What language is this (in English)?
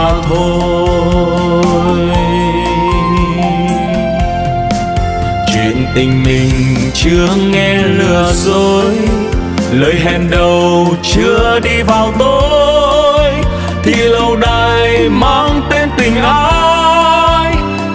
Vietnamese